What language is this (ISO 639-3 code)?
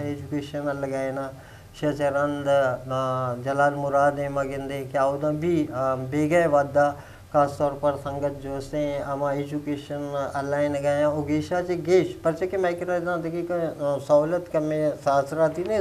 bgp